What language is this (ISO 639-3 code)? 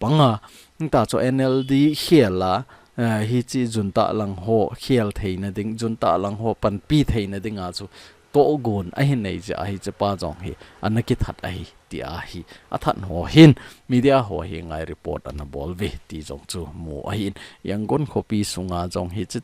tcz